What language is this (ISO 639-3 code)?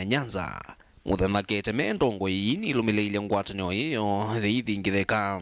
kam